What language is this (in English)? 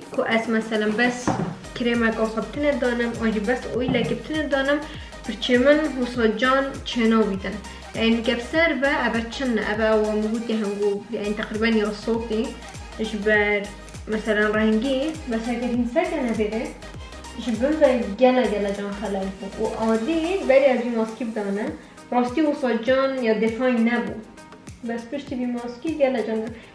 Kurdish